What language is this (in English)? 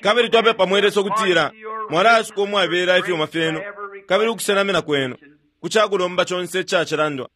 Bemba